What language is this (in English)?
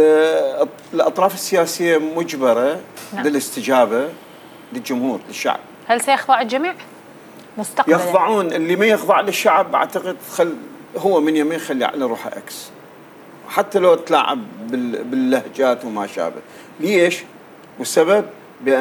North Levantine Arabic